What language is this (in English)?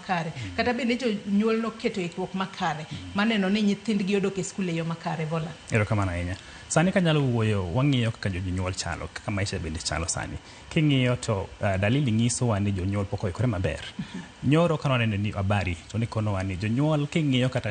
Luo (Kenya and Tanzania)